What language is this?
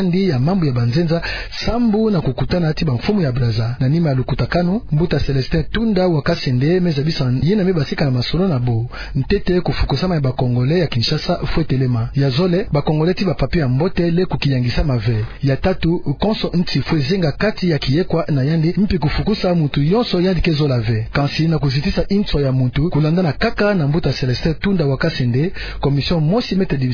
Kituba (Democratic Republic of Congo)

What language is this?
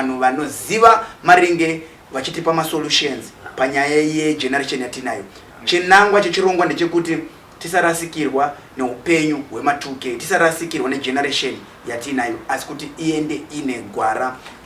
Shona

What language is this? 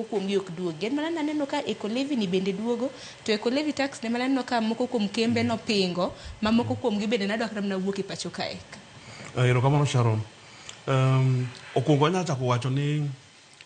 Luo (Kenya and Tanzania)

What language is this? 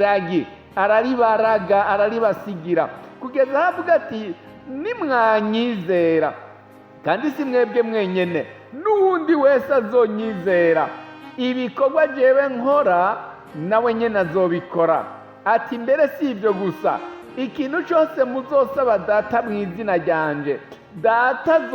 Rundi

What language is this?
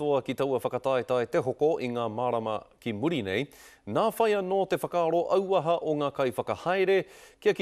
Māori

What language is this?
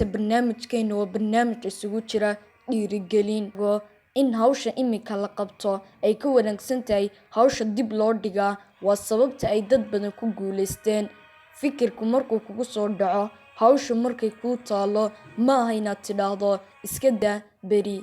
Somali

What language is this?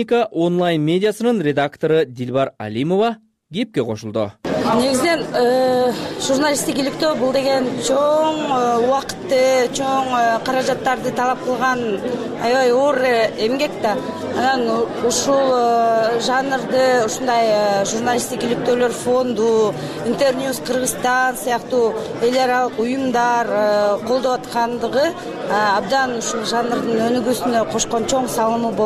Kyrgyz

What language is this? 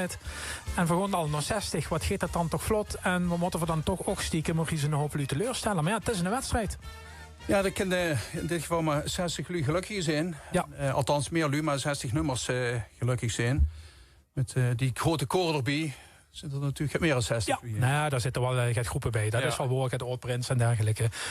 Limburgish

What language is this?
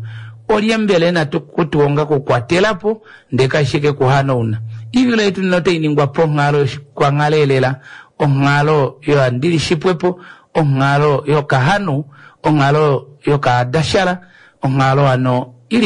Kuanyama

